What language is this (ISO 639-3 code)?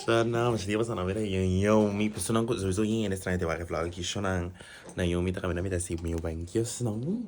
pap